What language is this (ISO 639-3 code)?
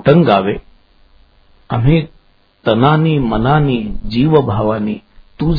mar